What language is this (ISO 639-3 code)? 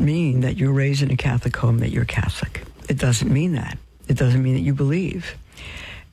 eng